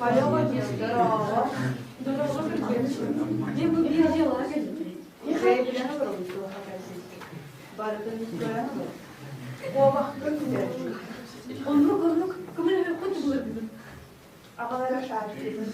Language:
Yakut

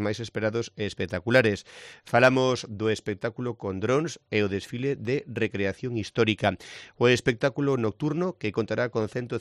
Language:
Galician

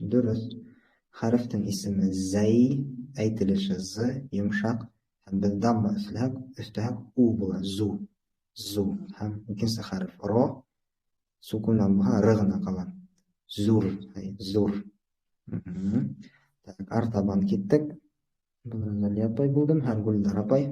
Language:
Bashkir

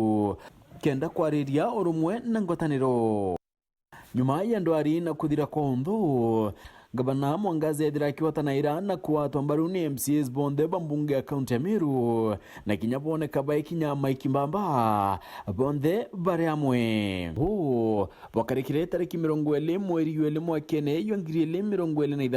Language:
Meru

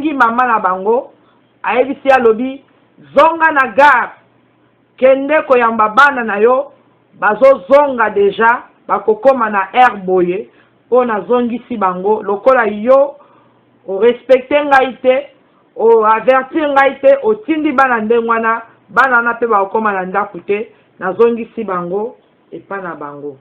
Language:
Lingala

